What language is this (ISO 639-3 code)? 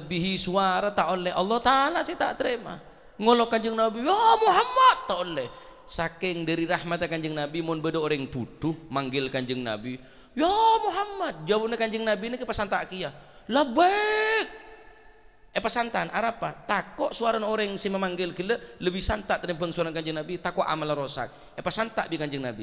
mad